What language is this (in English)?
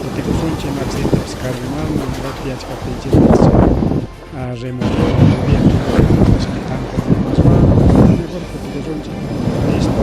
Ayacucho Quechua